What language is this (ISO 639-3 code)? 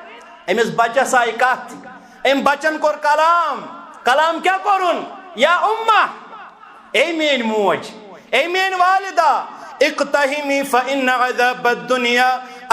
kas